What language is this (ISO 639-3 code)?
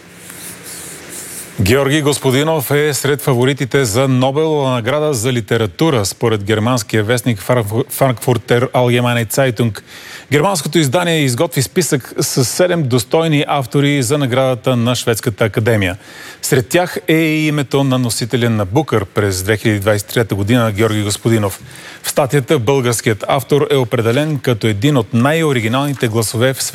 bul